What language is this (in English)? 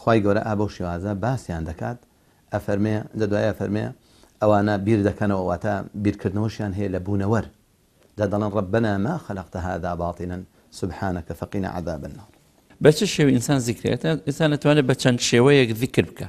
Central Kurdish